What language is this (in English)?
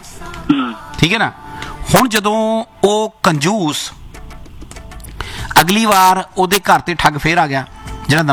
Punjabi